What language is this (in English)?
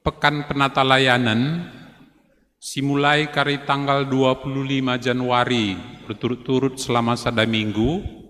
Batak Karo